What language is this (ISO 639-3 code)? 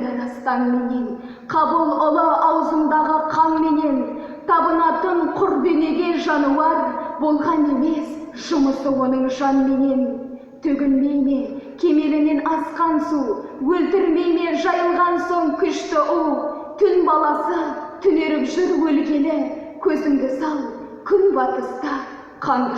kaz